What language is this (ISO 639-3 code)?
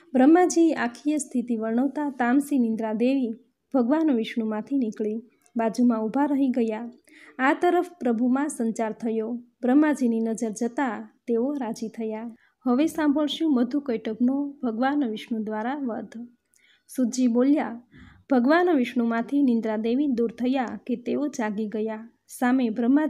guj